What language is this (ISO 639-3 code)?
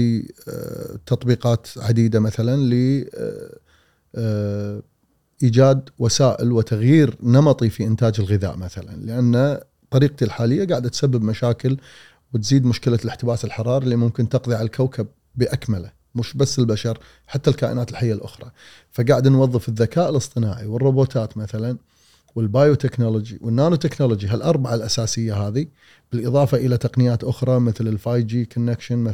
afb